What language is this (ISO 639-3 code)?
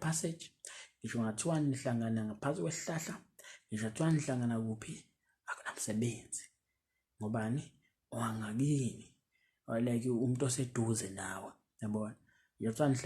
zul